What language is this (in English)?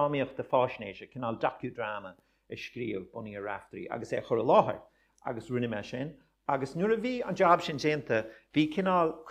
Irish